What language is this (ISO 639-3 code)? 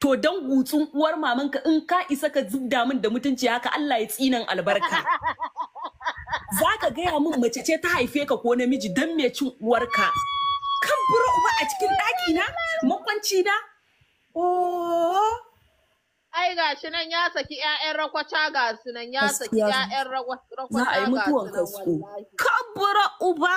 hau